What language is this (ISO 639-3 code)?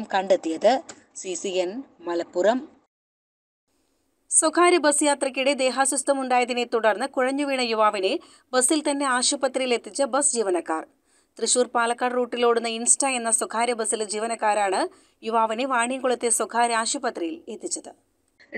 mal